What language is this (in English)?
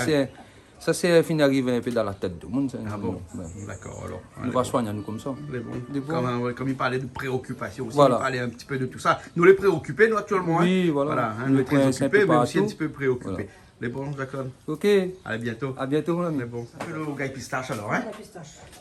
Réunion Creole French